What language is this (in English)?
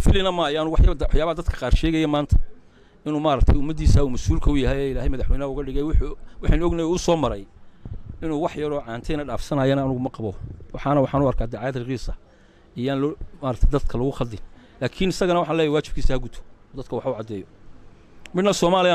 Somali